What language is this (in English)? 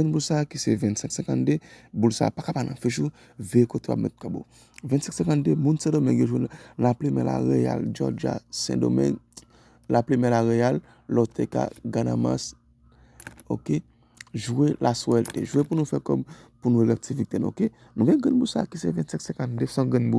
Haitian Creole